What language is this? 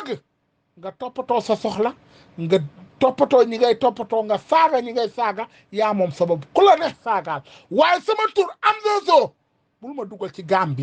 Wolof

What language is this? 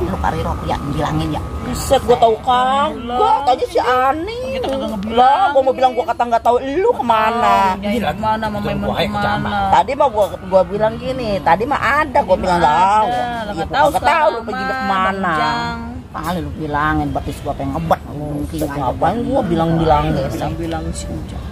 Betawi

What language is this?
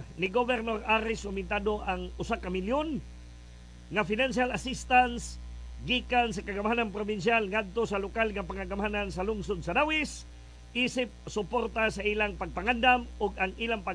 Cebuano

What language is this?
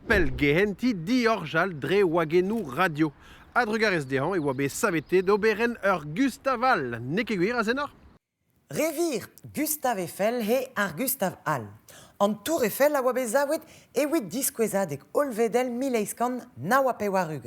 Breton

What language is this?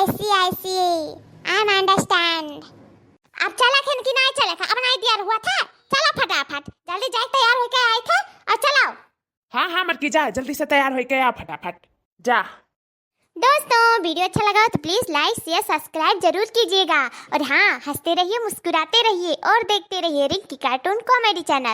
Awadhi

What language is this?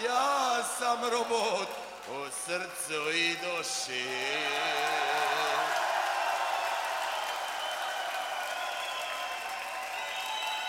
Serbian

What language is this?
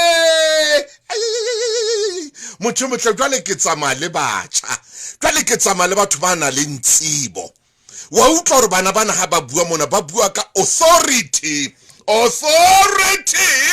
Southern Sotho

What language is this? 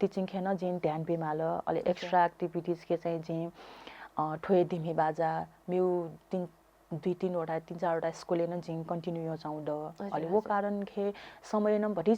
Newari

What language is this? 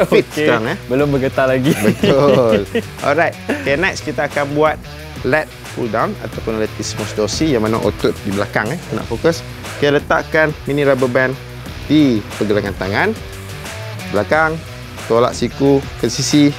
Malay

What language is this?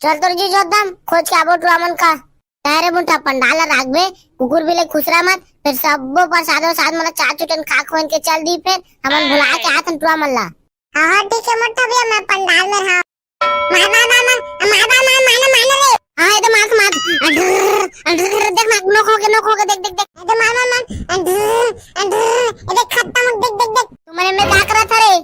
Chhattisgarhi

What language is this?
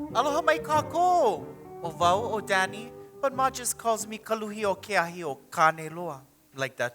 Hawaiian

